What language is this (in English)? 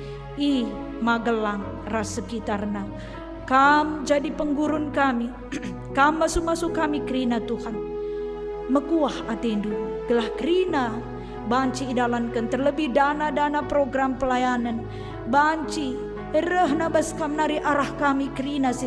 Batak Karo